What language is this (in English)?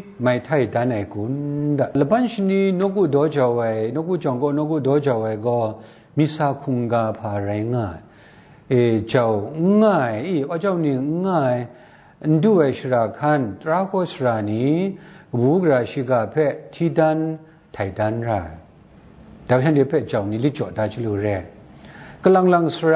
Kachin